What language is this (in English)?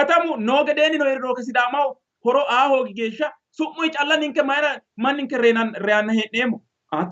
Sidamo